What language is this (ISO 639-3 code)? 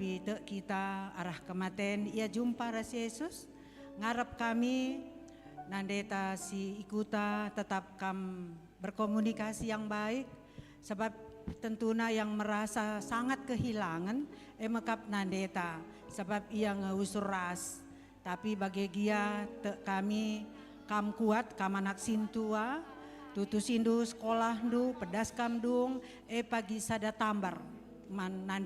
btx